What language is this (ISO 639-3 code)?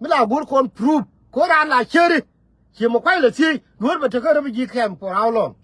nus